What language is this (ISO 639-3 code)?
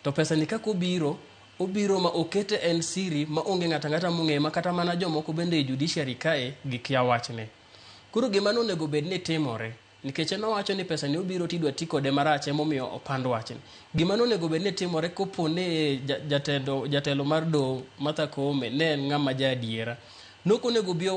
luo